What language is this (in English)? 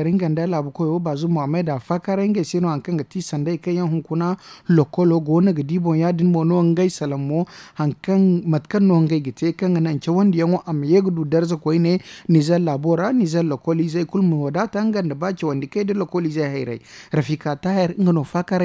Zarma